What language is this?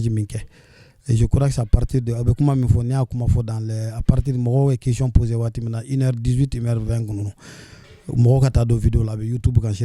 Bambara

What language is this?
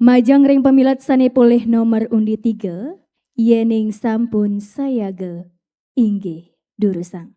Balinese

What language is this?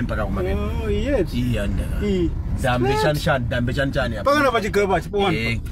Nyanja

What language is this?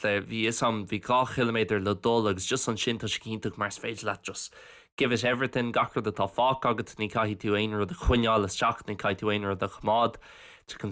Irish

